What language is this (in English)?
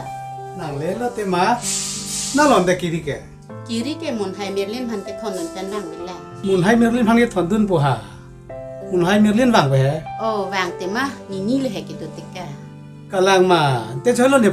Karbi